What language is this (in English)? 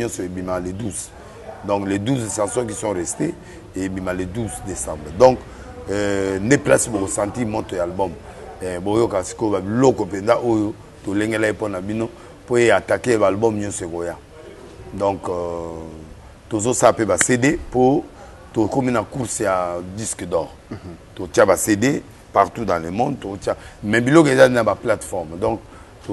Lingala